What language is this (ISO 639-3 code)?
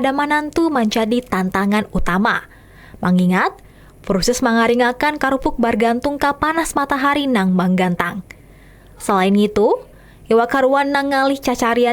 bjn